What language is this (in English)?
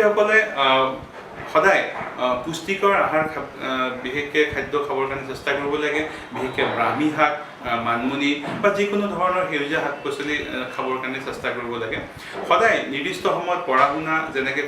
Assamese